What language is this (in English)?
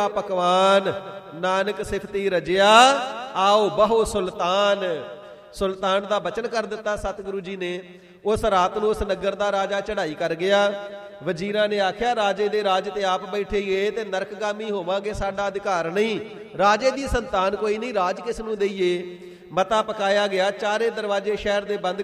Punjabi